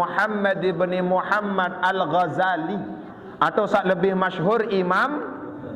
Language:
Sasak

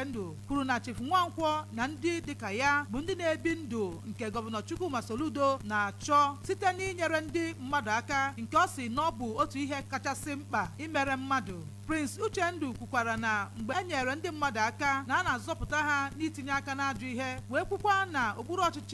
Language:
Igbo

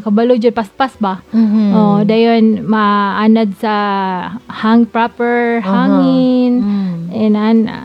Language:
Cebuano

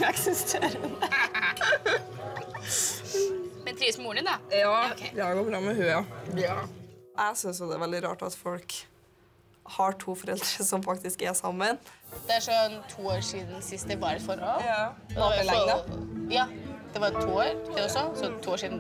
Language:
Norwegian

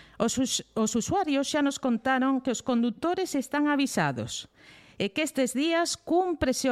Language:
Galician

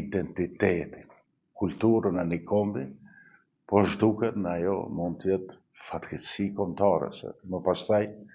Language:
Albanian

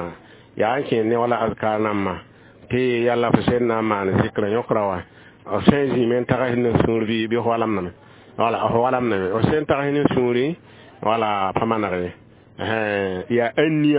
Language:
Mossi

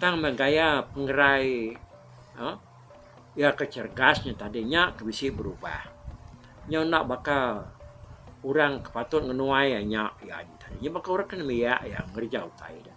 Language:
Iban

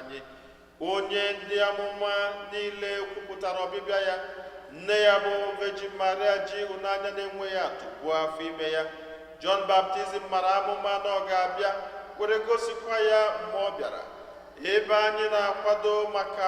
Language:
Igbo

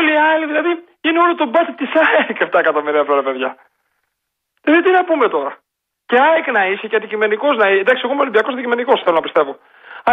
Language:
Greek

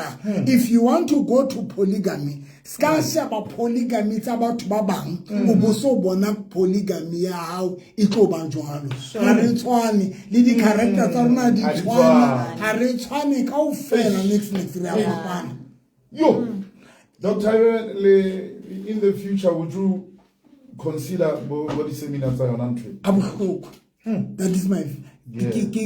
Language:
Southern Sotho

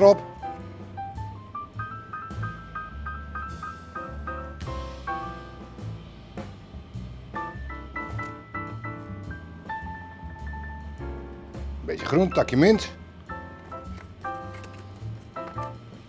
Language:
Dutch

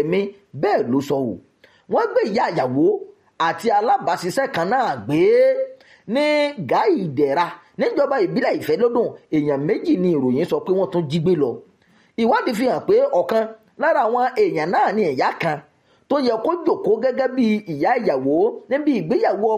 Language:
Yoruba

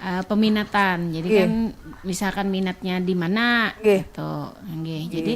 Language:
Banjar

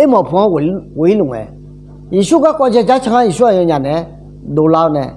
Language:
Akha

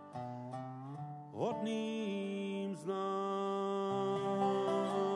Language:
Czech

